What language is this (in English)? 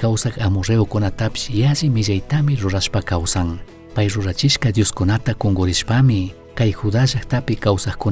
Chimborazo Highland Quichua